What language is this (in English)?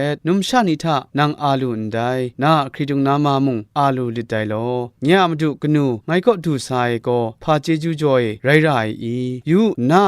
Kachin